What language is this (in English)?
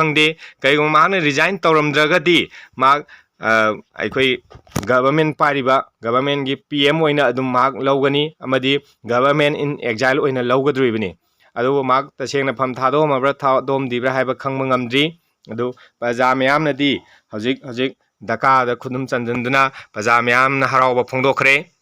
Manipuri